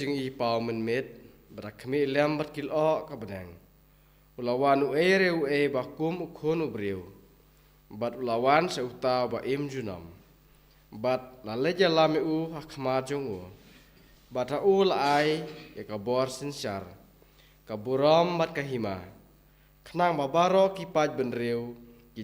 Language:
Khasi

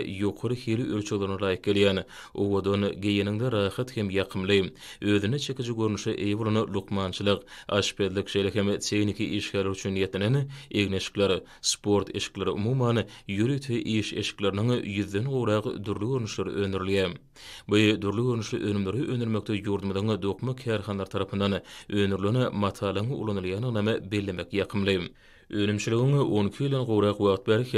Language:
Turkmen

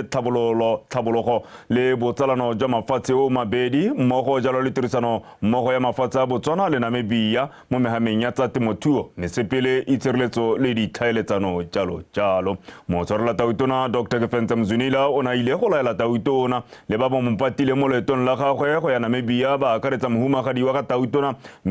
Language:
Tswana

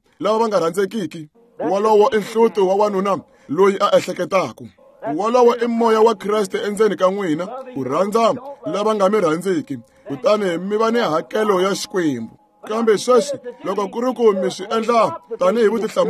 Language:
Tsonga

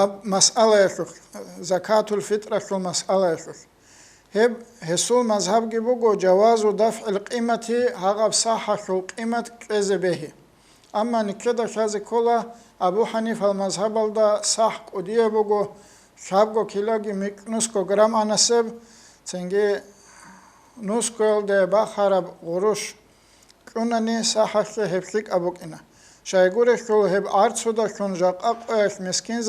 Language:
Avaric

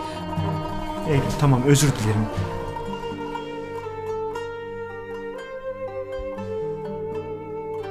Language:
Turkish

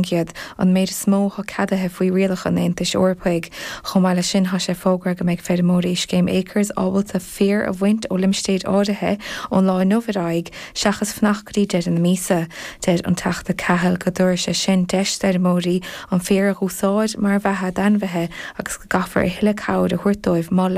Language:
Irish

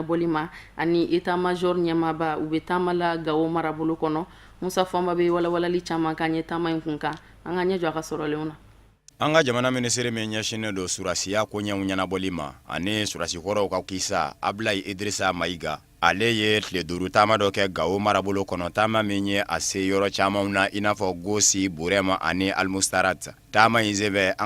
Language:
Bambara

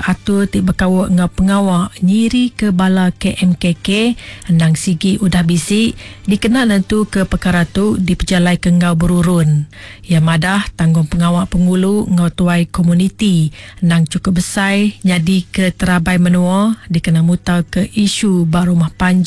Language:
Iban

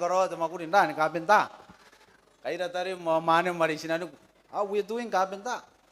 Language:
Gilbertese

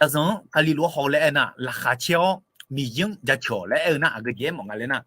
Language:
Akha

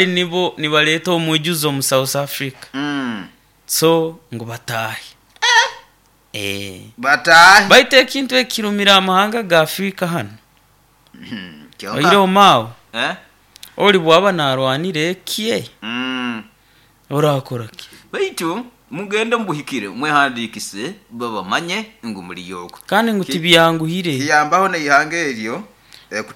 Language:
Nyoro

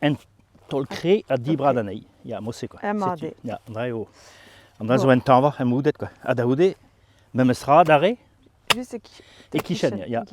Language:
Breton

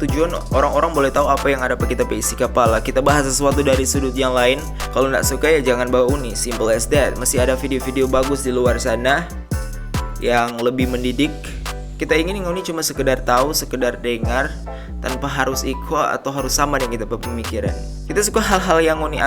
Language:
Manado Malay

